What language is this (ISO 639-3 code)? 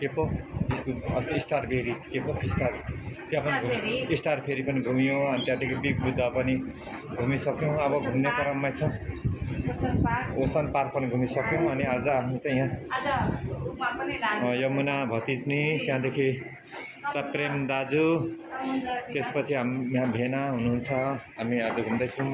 nep